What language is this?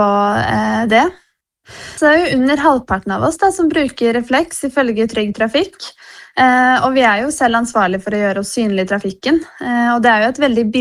Norwegian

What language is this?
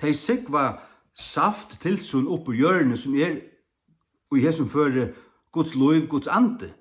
Faroese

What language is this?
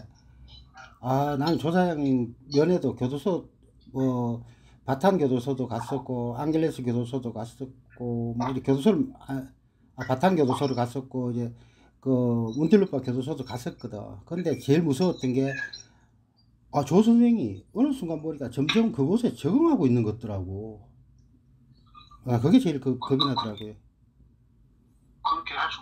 Korean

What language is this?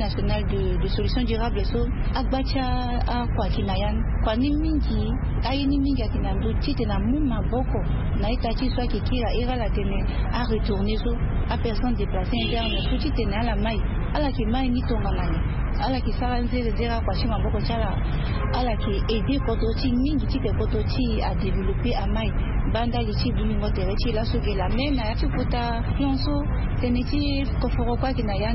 Sango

